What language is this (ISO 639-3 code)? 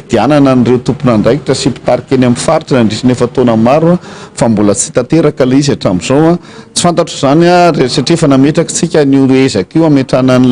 mlg